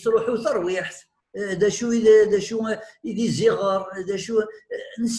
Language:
Kabyle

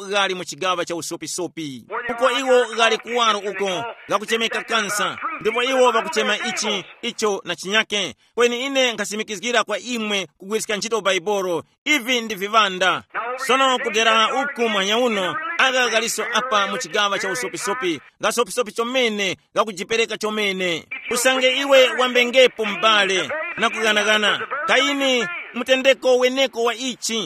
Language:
Tumbuka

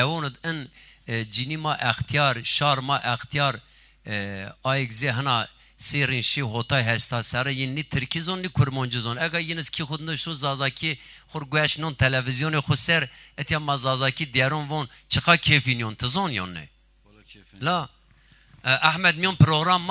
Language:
Zaza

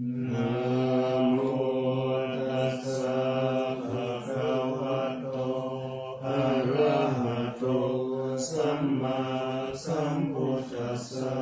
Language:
Pali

